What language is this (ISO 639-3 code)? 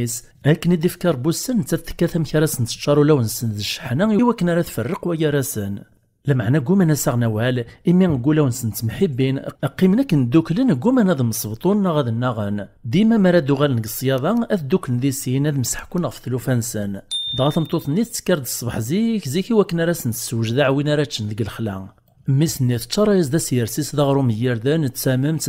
kab